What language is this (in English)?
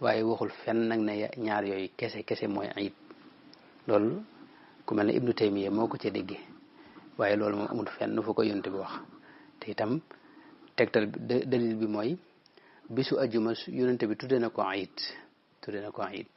Wolof